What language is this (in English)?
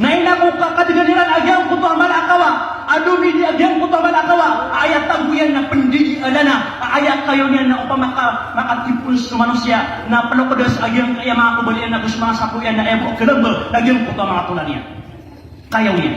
Maranao